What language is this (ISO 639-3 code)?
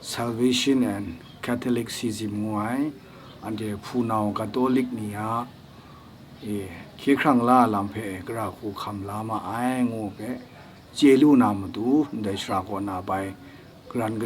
kac